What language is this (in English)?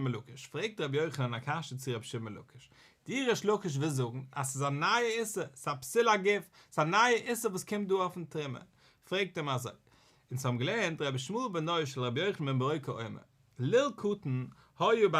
Yiddish